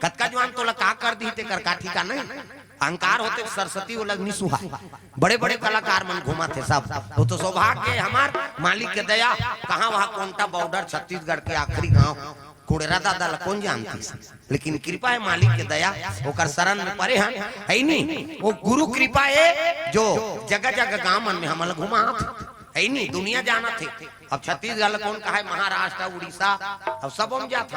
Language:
Chhattisgarhi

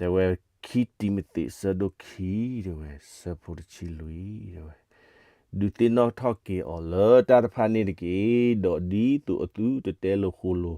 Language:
S'gaw Karen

